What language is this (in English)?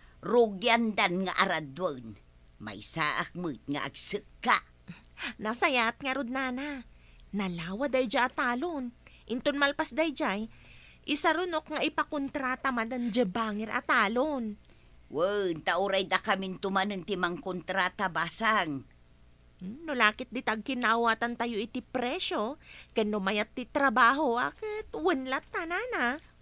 Iloko